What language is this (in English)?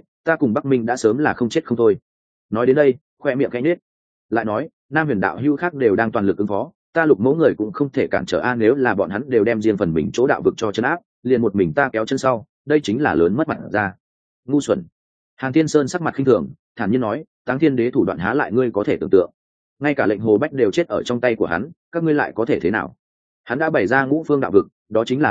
Vietnamese